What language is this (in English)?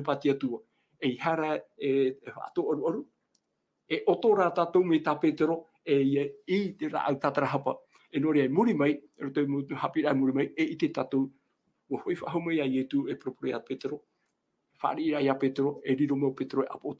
Tahitian